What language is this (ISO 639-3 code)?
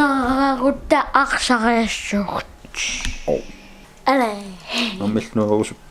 kal